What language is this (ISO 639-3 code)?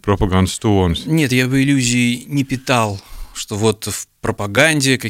lav